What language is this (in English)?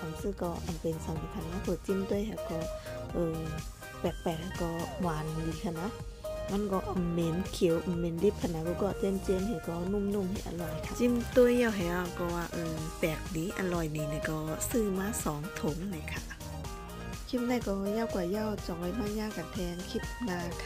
Shan